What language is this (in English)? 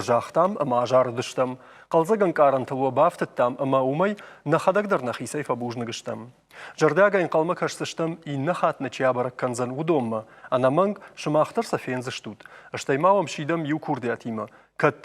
Ossetic